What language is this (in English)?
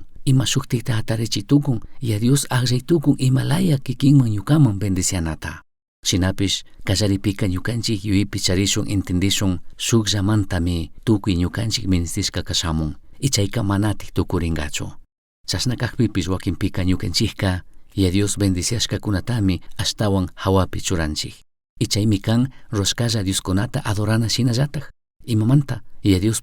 Chimborazo Highland Quichua